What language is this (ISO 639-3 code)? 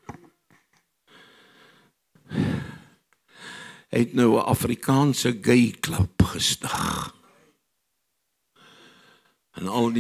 afr